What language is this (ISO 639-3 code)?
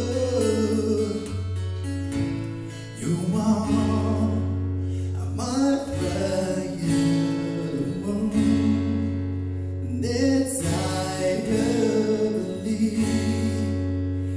jpn